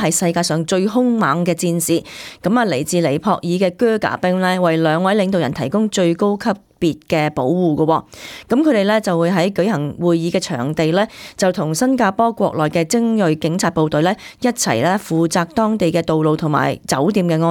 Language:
Cantonese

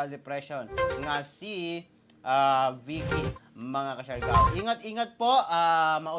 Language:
Cebuano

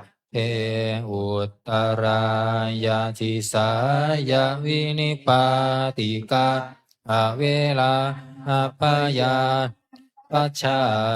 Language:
Pali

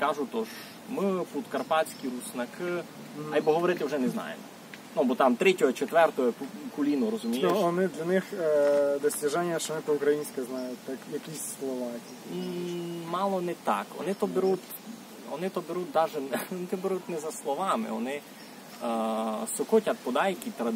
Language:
Rusyn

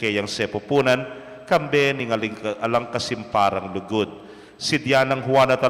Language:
Pampanga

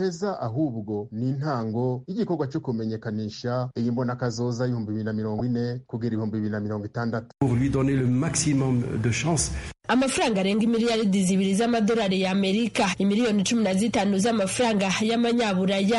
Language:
Kinyarwanda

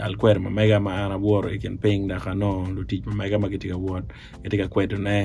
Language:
Acoli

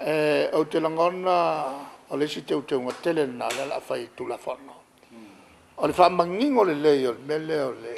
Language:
Samoan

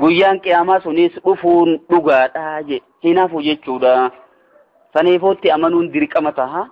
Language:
Oromo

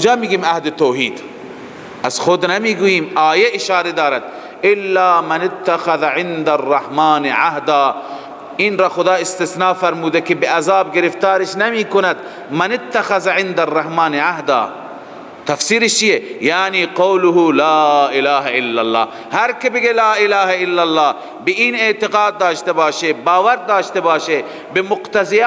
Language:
Persian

